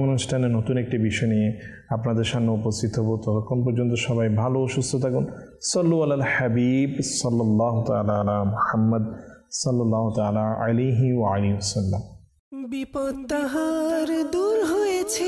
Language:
Bangla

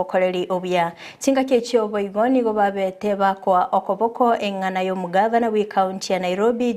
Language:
Gusii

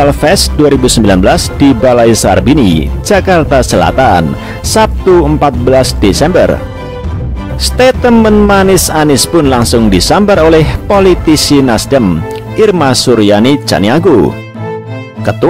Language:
Indonesian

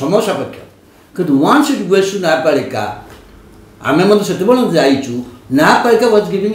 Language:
Odia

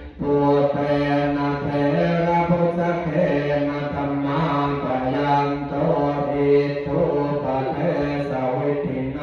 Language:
Pali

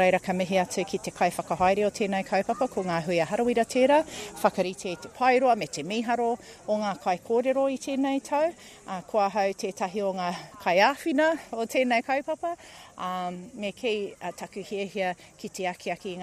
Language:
Māori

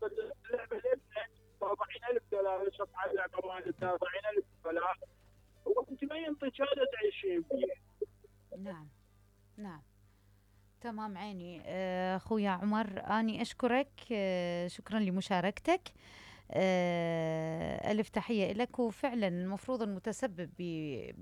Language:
Mesopotamian Arabic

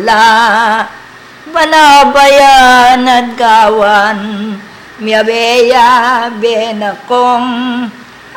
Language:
Pampanga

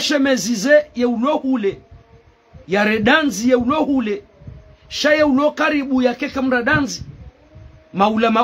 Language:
Ngazidja Comorian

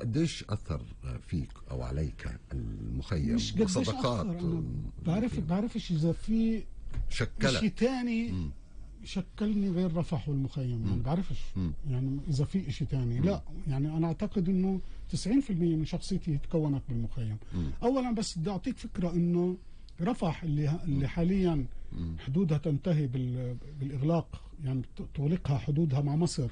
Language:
North Levantine Arabic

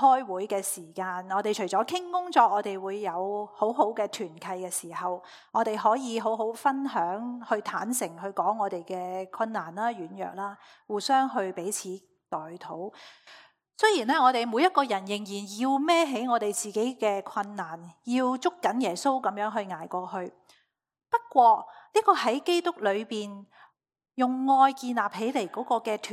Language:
Cantonese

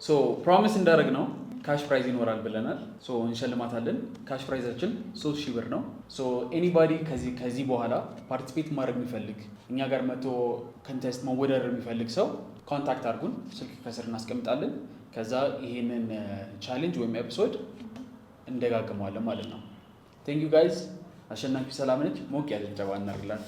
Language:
Amharic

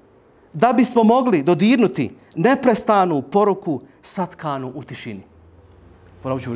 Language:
Bosnian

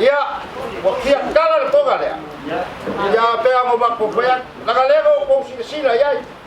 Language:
Samoan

